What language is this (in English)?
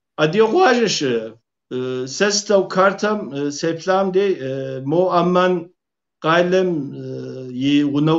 Kabardian